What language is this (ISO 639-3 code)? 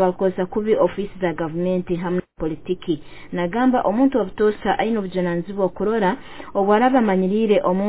nyo